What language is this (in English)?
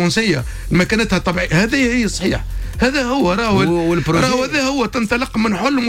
Tunisian Arabic